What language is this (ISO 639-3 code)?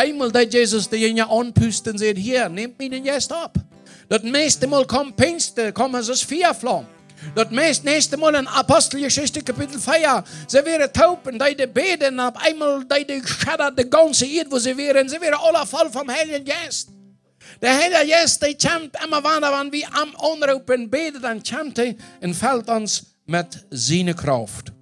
pdt